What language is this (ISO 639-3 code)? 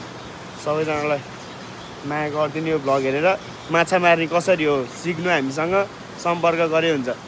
nep